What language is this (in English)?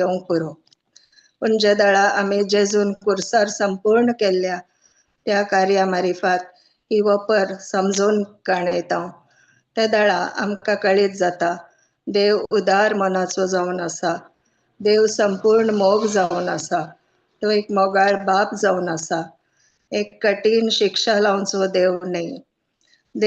Konkani